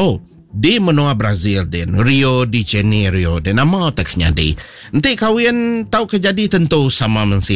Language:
Iban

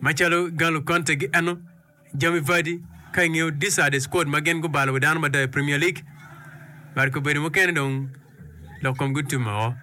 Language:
Acoli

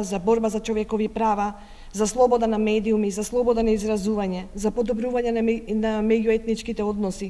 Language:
Macedonian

